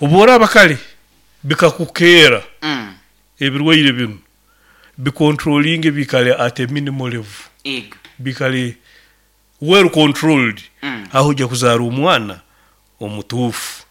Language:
Nyoro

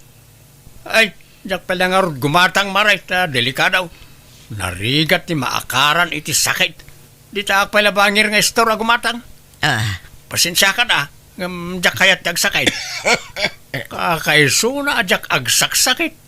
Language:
Iloko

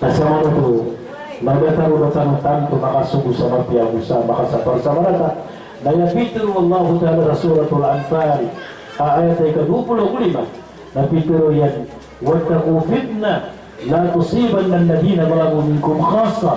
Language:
Maranao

